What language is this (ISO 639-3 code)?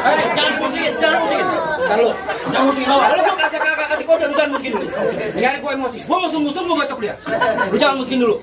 bew